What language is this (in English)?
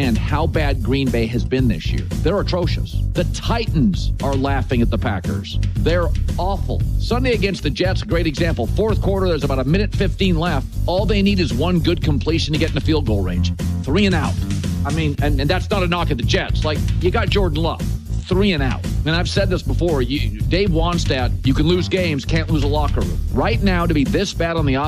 English